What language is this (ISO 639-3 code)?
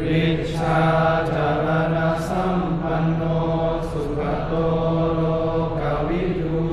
pli